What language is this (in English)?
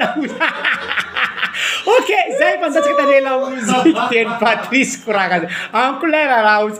Malagasy